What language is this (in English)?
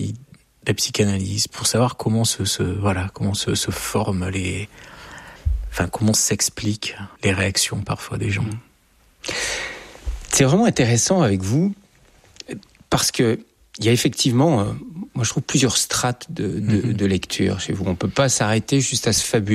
French